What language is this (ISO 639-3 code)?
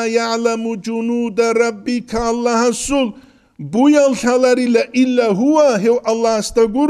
ava